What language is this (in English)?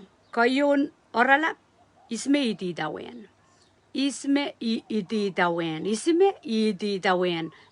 Pohnpeian